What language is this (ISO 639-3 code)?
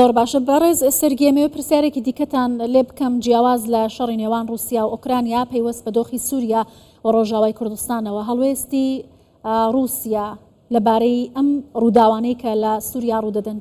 ckb